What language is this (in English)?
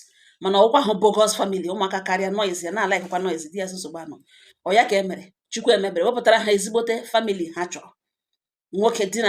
Igbo